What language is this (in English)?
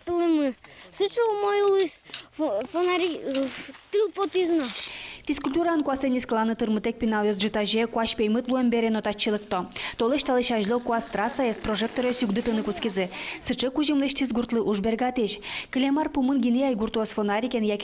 Udmurt